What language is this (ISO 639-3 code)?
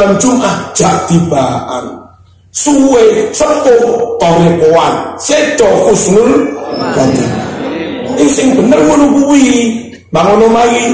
jav